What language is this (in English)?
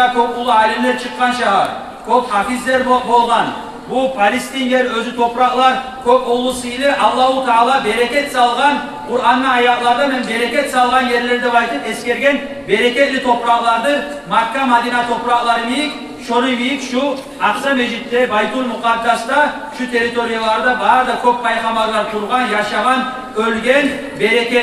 Kumyk